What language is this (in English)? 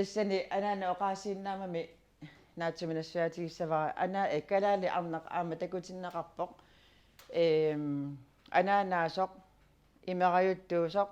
Kalaallisut